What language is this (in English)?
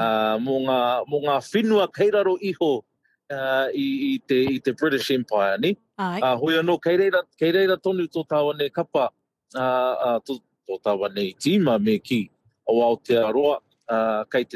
Māori